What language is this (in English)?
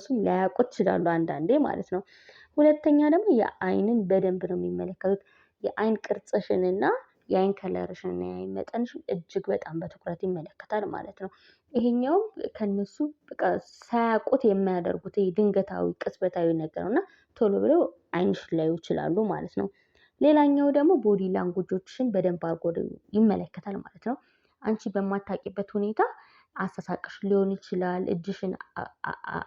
Amharic